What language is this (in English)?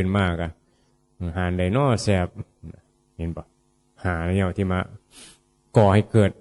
Northeastern Thai